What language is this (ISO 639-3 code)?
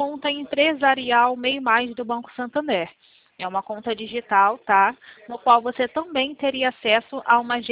por